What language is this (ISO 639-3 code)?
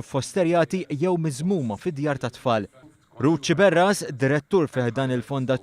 mlt